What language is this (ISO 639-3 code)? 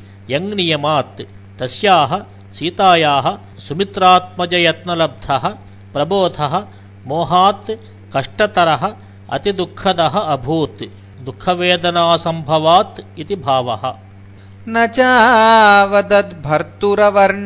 san